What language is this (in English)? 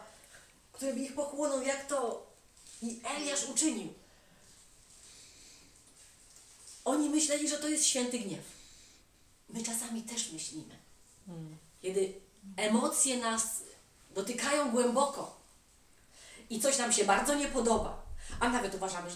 Polish